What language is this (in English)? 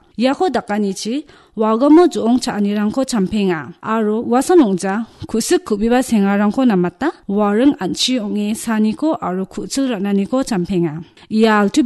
Garo